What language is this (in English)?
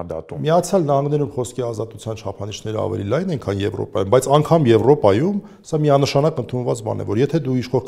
Armenian